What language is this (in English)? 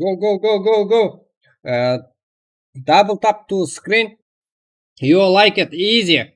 Kara-Kalpak